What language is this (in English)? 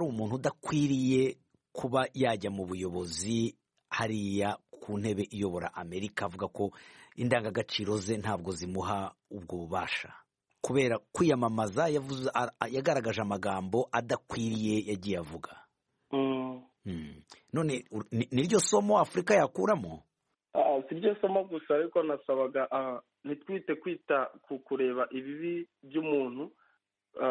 Kinyarwanda